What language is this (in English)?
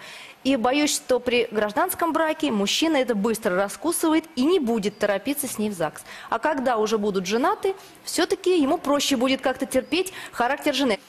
Russian